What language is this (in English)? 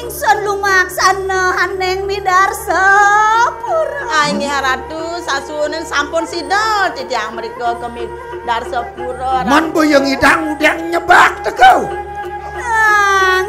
Balinese